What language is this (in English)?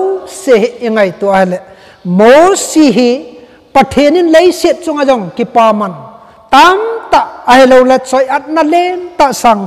Thado Chin